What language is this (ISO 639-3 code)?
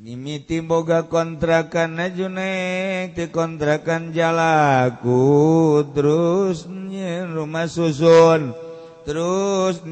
sun